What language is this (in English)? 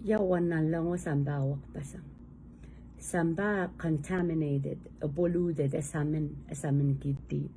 Pohnpeian